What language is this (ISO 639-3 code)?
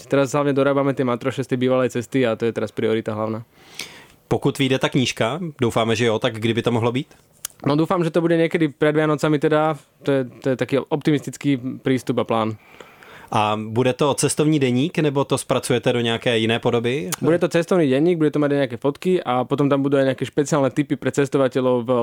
slk